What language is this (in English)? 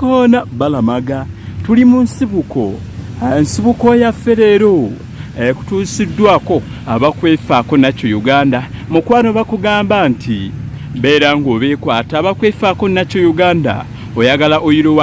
Ganda